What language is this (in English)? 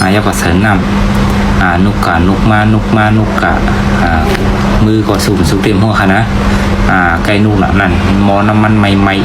Shan